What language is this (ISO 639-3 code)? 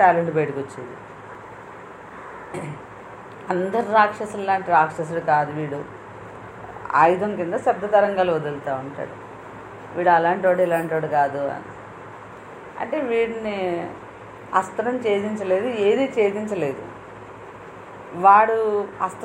tel